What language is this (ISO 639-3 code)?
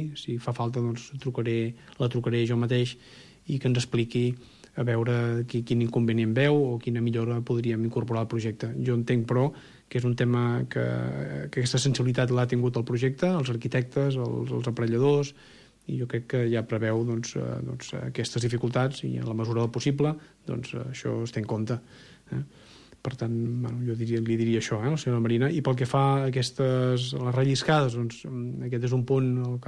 cat